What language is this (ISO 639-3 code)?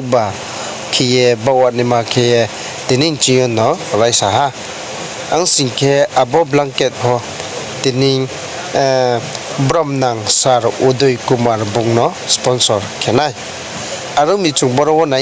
ria